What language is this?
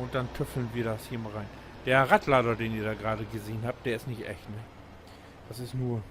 Low German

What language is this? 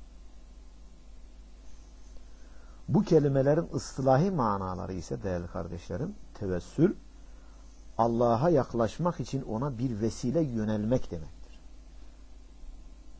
Turkish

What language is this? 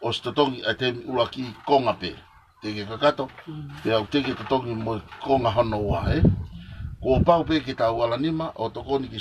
Tongan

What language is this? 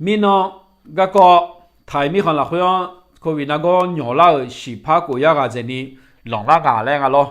Akha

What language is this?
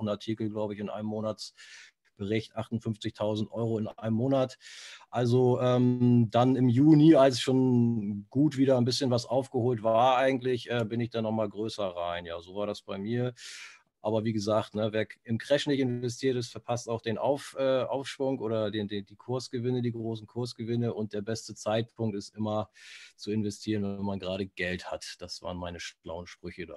German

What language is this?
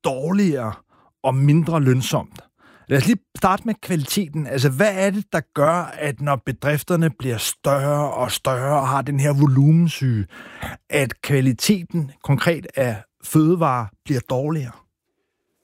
Danish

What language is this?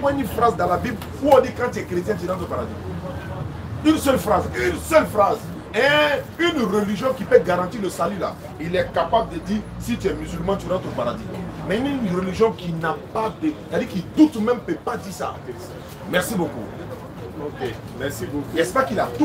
French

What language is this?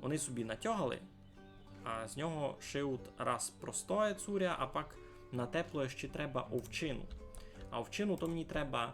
Rusyn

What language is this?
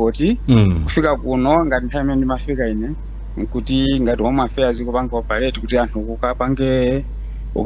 Nyanja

